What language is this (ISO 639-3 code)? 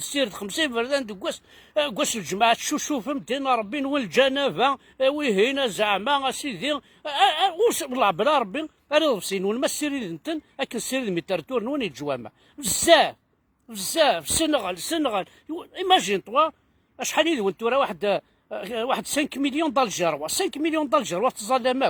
kab